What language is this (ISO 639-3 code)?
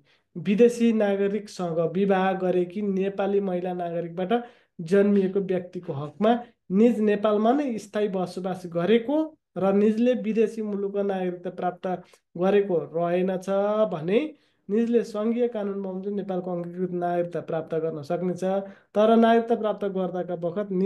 nep